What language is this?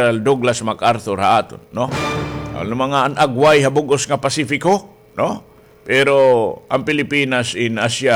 Waray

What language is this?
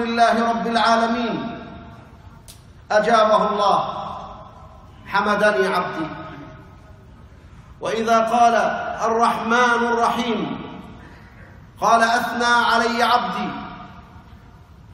Arabic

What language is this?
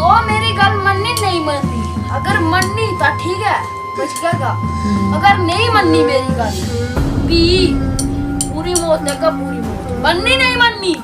Dogri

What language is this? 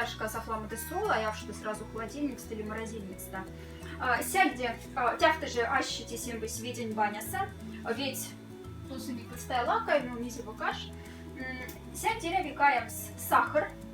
Moksha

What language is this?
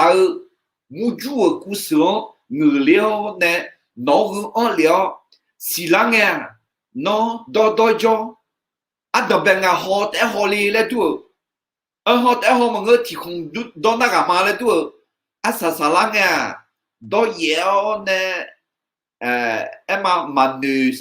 Akha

